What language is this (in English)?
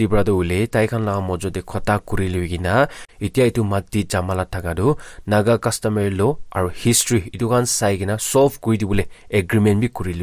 Naga Pidgin